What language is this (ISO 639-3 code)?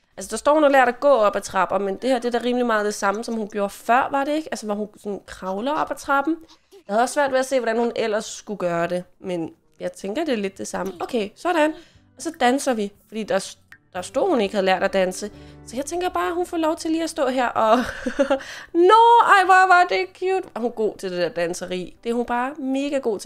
dan